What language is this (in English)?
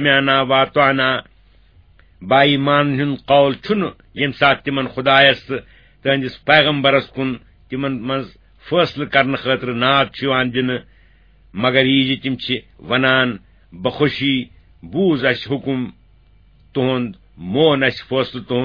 Kashmiri